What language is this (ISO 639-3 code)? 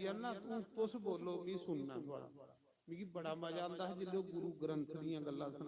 doi